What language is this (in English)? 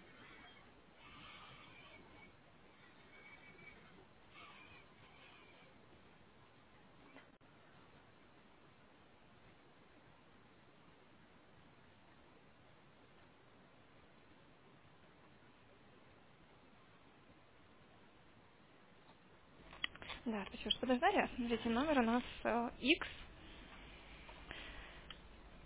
Russian